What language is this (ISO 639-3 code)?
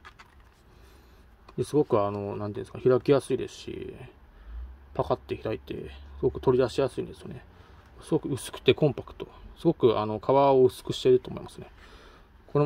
jpn